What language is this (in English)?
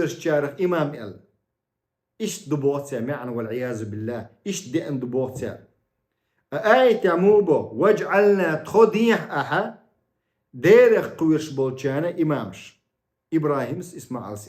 Chechen